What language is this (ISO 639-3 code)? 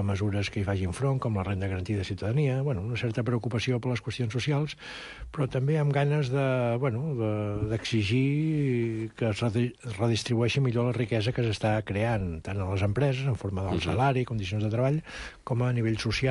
cat